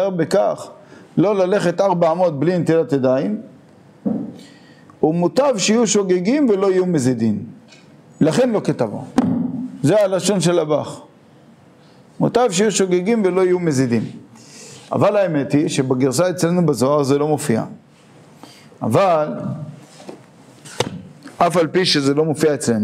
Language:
Hebrew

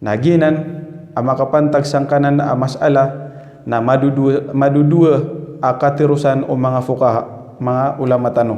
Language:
Maranao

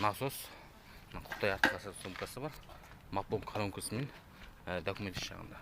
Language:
Kazakh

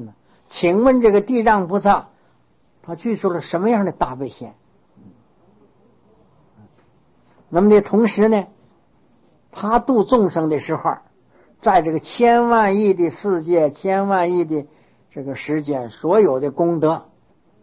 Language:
Chinese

